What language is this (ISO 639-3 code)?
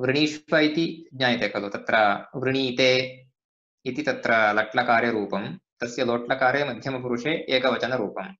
san